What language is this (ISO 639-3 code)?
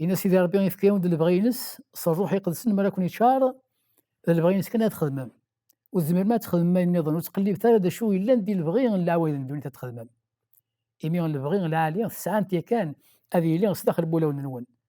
kab